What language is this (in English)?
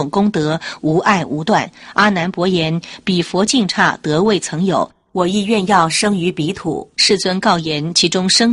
Chinese